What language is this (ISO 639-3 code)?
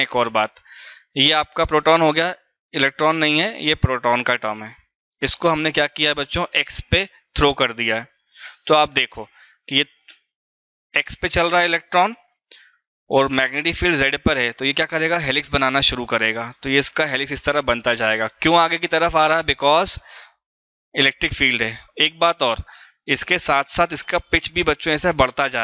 hin